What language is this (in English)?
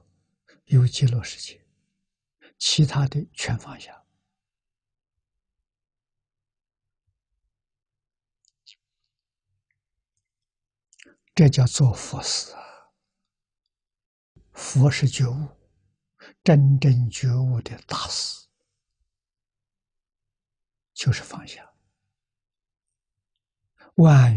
Chinese